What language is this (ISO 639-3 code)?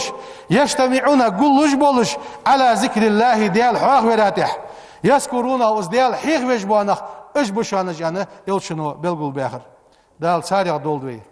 inh